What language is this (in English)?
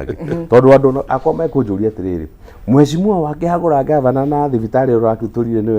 Kikuyu